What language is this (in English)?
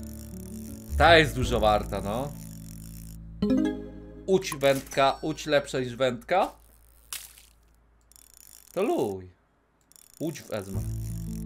Polish